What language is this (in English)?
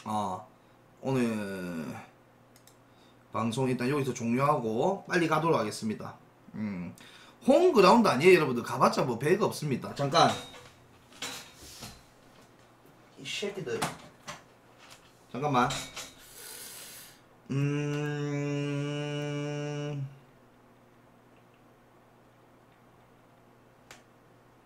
Korean